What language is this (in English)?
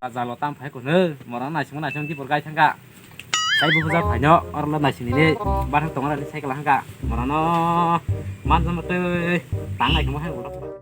Kok Borok